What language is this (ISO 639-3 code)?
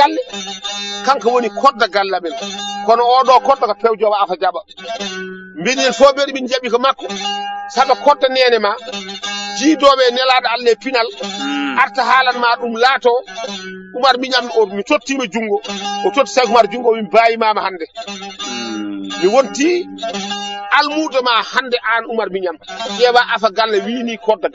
ful